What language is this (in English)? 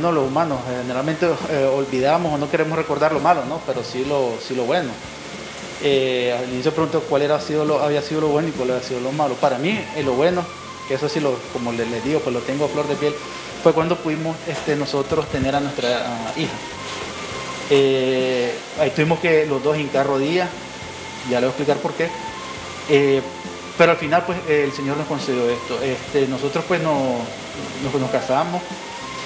Spanish